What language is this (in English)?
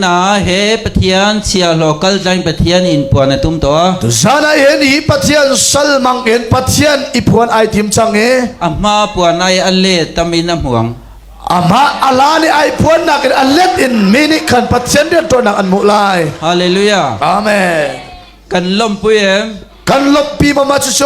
Hakha Chin